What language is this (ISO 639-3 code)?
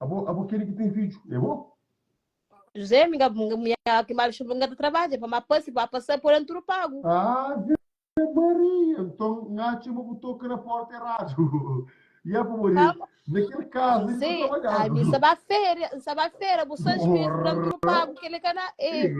kea